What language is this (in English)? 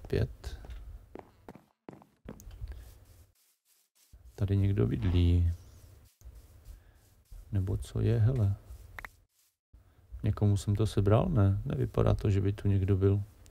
Czech